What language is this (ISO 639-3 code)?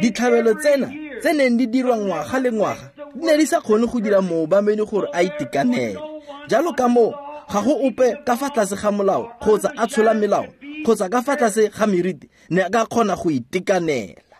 tsn